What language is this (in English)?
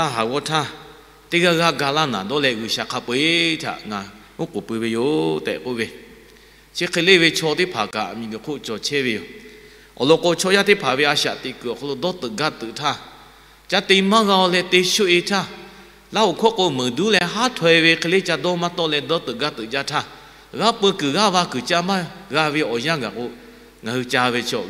Lahu